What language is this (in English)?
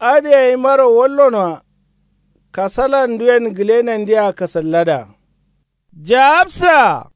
Kanuri